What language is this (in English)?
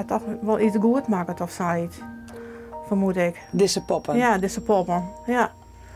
Western Frisian